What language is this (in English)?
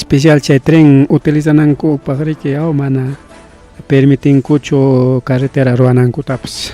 Ayacucho Quechua